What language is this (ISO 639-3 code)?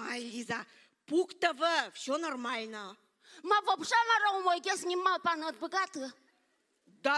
udm